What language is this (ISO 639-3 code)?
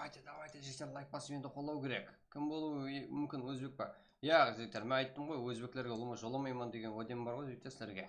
kaa